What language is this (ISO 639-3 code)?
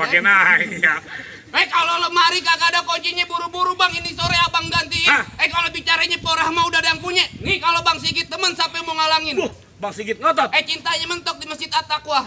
bew